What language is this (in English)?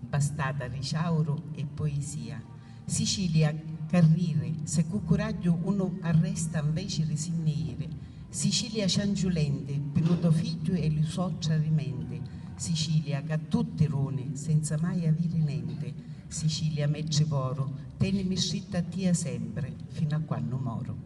Sicilian